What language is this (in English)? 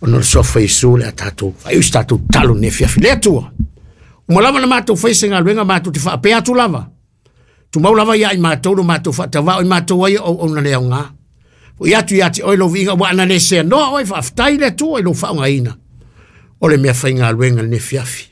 Samoan